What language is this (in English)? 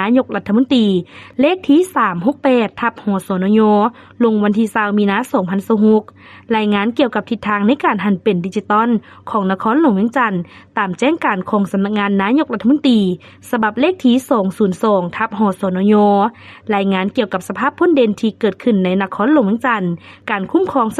Lao